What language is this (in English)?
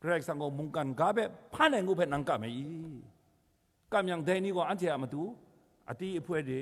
Kachin